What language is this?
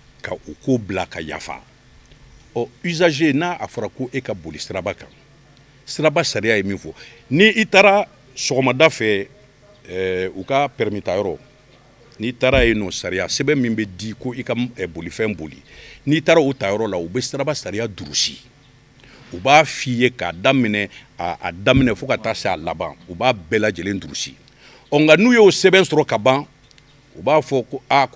Bambara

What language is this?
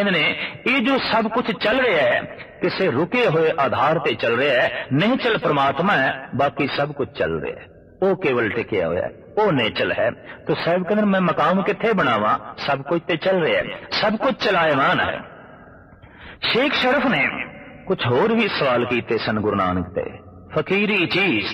Punjabi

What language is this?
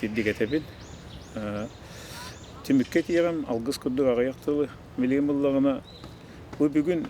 Yakut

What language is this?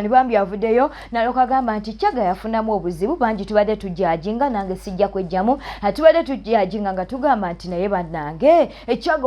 Ganda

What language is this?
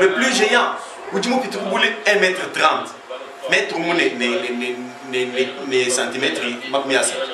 Luba-Lulua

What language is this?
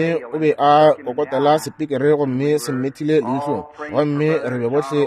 Northern Sotho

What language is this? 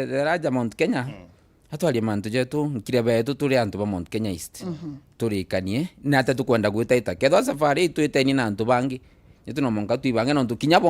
Meru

